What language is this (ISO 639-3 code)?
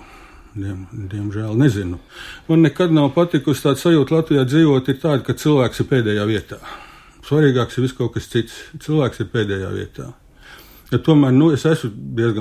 lav